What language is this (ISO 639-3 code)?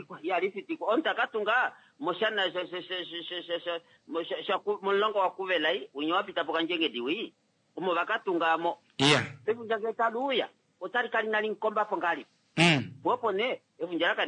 kua